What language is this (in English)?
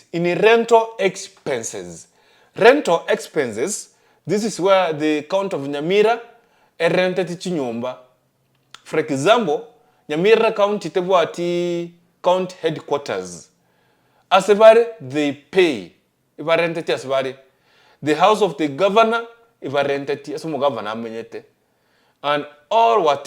Gusii